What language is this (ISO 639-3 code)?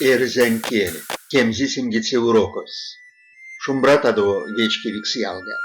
myv